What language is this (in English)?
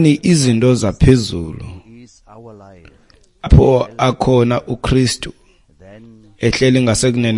Xhosa